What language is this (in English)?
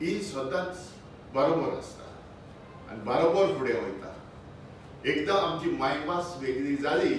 Konkani